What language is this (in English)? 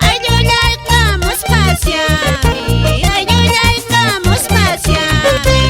Quechua